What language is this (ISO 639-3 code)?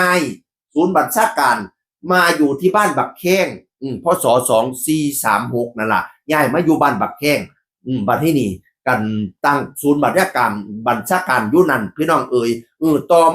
tts